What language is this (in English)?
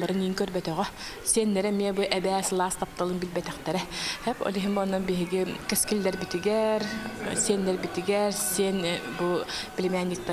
Yakut